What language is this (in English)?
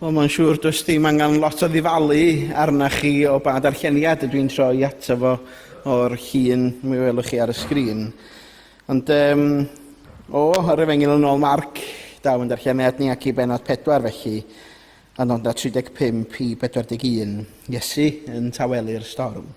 Welsh